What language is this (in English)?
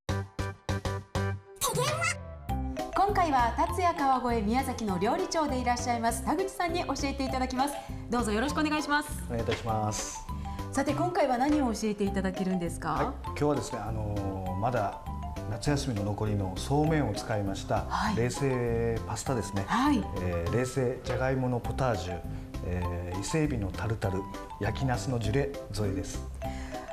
Japanese